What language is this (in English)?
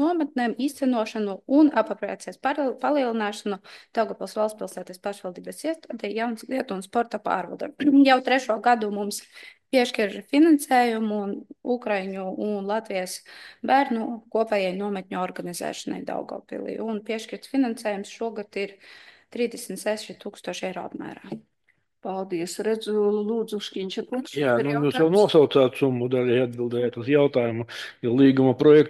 Latvian